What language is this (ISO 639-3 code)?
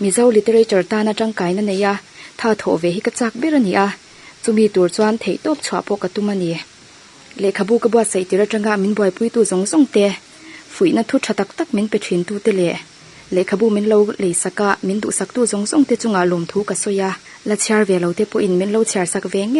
lus